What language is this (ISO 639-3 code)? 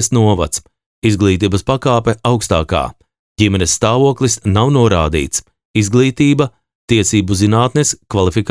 lav